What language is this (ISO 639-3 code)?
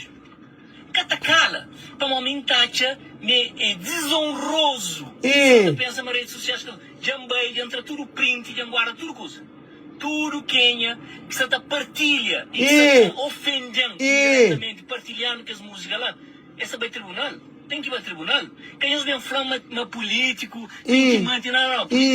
kea